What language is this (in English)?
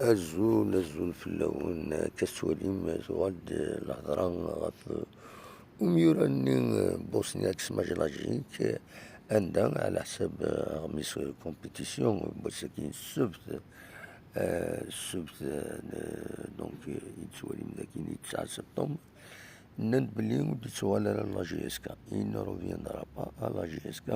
Kabyle